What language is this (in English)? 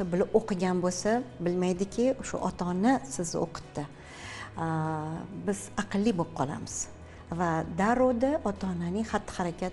Uzbek